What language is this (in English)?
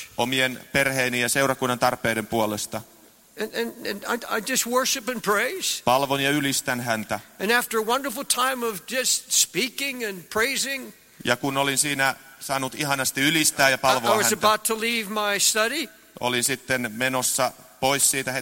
Finnish